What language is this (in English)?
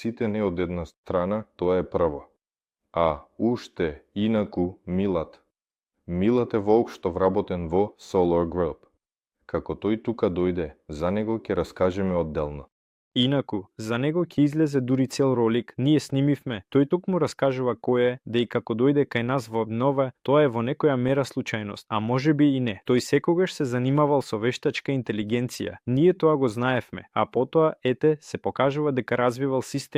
Macedonian